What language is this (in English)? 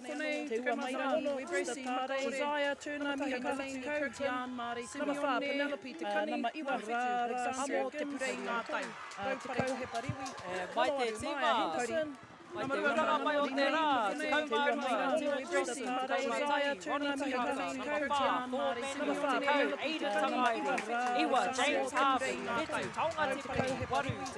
Māori